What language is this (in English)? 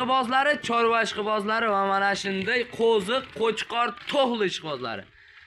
Uzbek